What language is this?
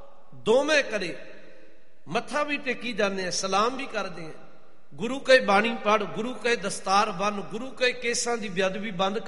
Punjabi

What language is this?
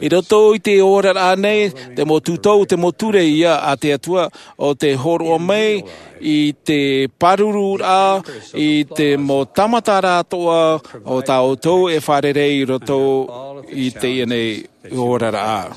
Tahitian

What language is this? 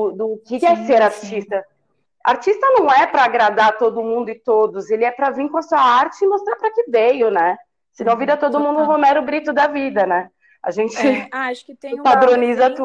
Portuguese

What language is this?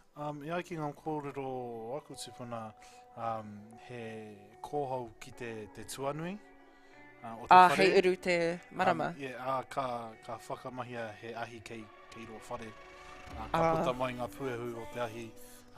Māori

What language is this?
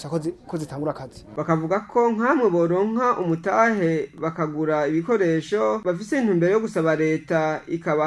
Rundi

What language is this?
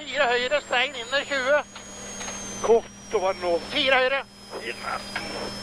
Norwegian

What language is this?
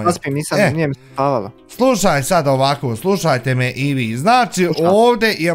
Bosnian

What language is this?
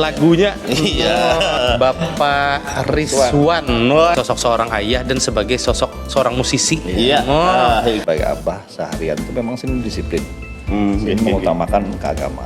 Banjar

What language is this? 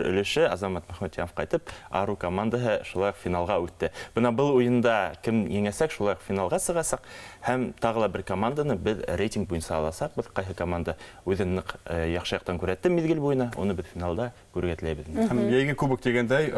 Bashkir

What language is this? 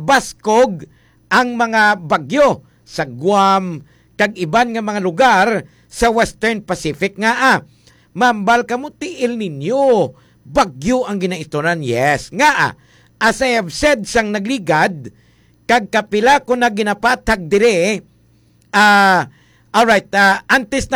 Hiligaynon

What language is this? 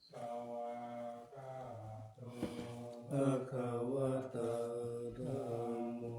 Pali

